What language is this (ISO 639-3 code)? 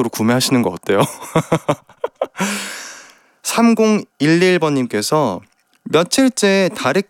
kor